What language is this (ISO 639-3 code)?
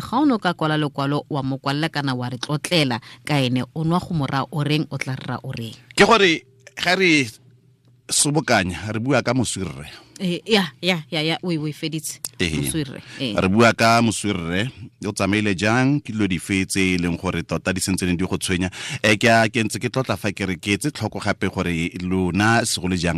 tsn